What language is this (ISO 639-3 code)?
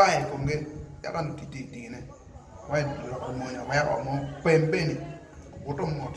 ach